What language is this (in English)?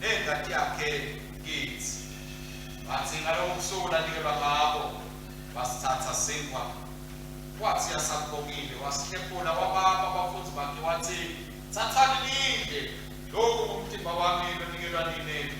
Swati